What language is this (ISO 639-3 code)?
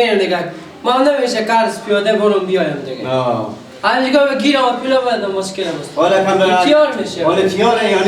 fas